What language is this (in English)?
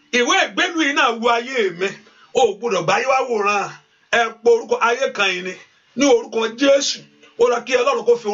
Yoruba